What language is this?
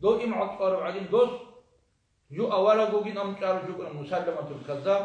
Avaric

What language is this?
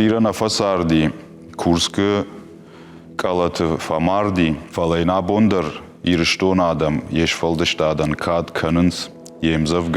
Ossetic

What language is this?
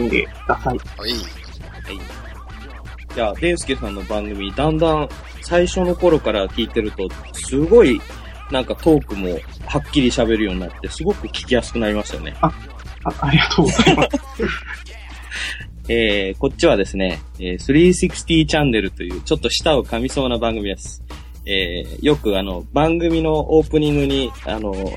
Japanese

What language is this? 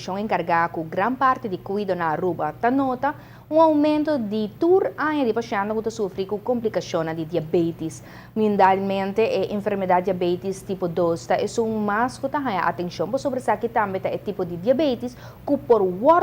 Papiamento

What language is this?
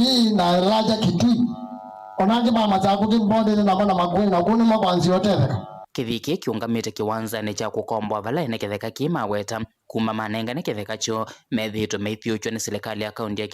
Kamba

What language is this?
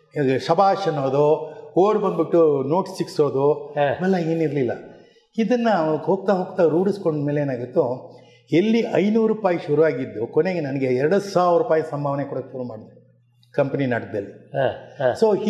Kannada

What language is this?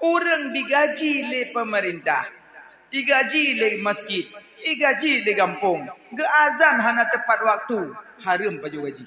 Achinese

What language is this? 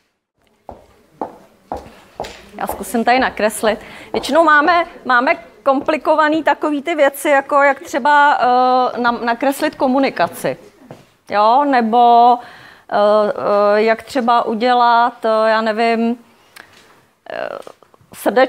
Czech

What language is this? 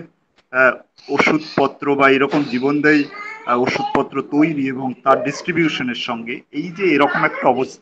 Bangla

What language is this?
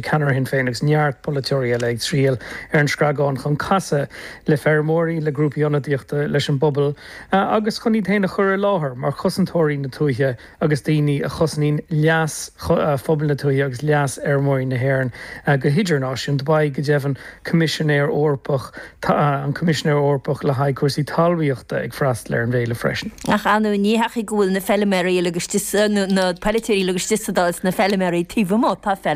Irish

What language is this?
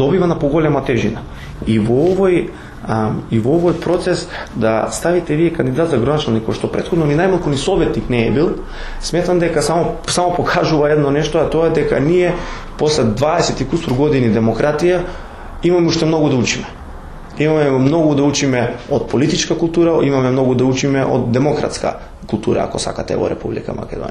Macedonian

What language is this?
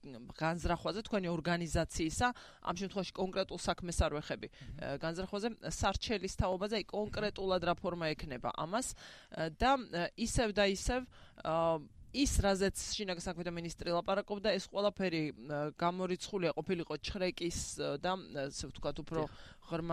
Georgian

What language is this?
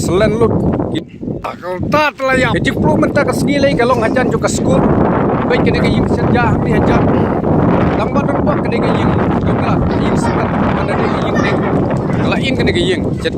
Khasi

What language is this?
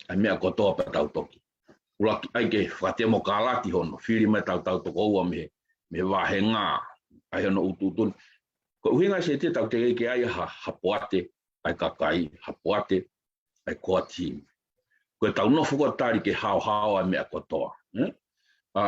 Tongan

